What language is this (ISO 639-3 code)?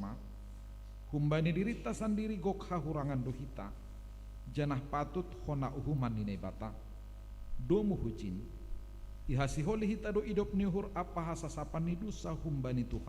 bts